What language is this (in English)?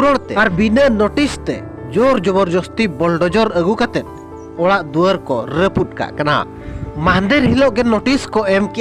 Santali